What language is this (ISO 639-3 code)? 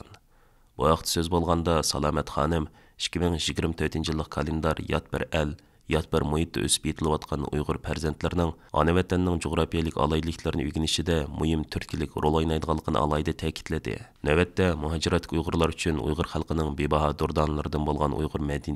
uig